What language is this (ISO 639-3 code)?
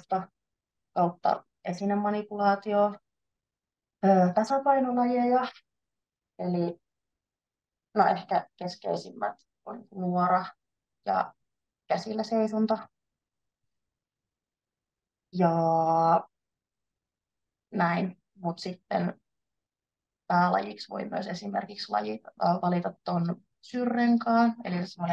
fin